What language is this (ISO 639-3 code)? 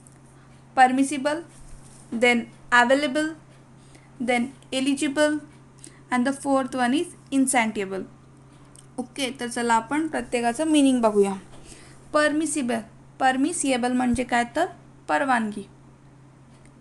mar